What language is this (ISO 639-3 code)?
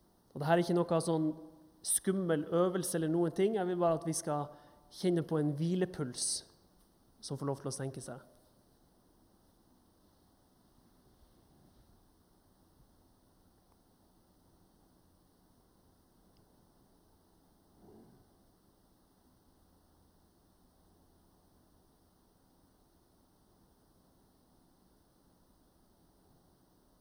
nor